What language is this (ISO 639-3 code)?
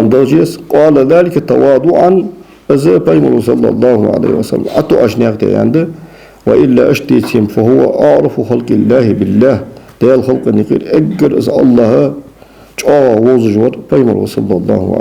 inh